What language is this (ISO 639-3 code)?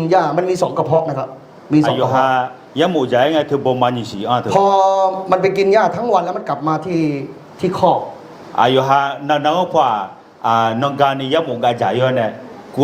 ahk